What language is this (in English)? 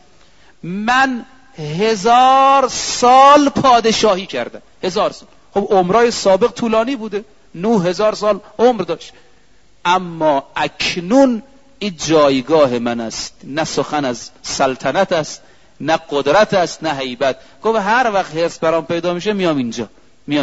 Persian